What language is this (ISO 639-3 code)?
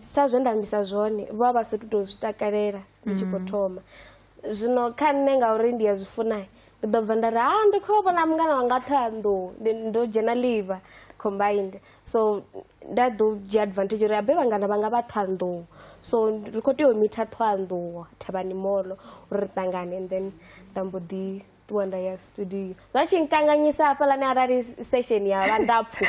ven